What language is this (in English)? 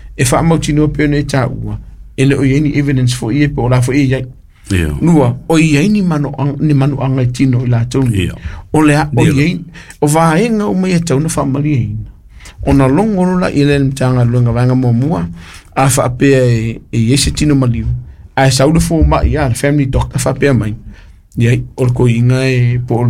Samoan